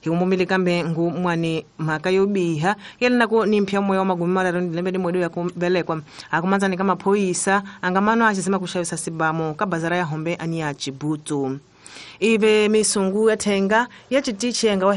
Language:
Tsonga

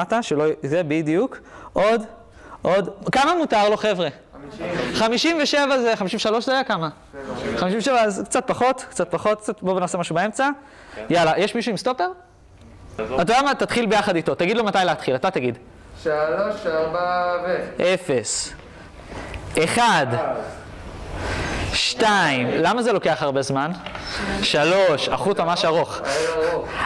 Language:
Hebrew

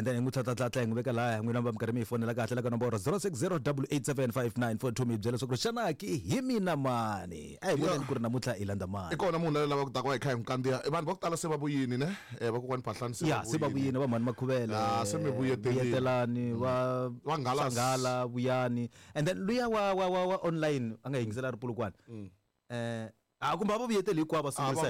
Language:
Tsonga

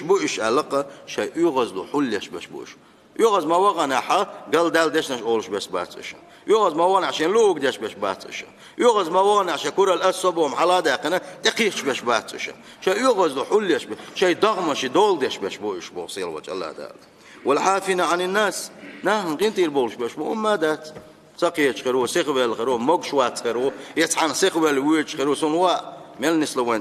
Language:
Chechen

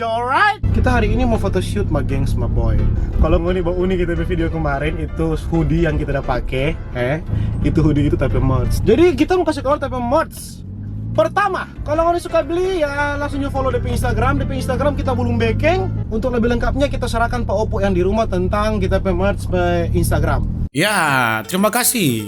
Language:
Manado Malay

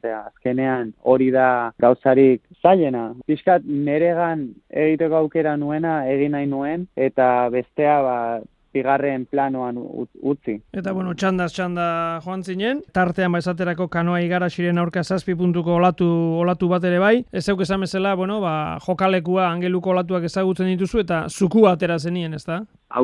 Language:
Basque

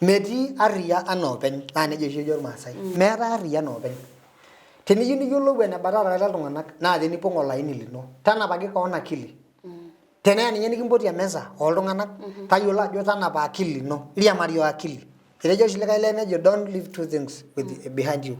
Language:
Masai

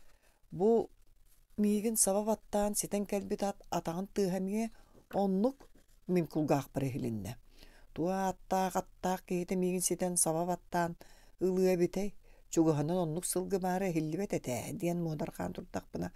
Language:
Yakut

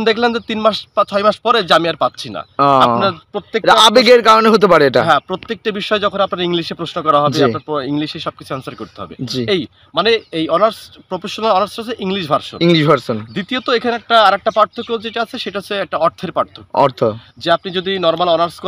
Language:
Bangla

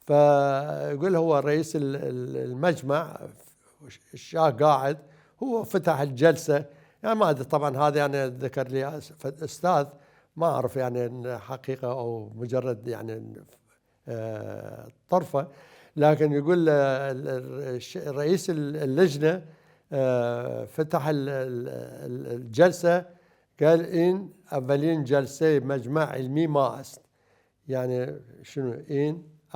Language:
Mesopotamian Arabic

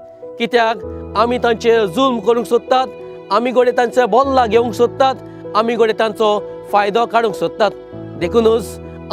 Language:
Konkani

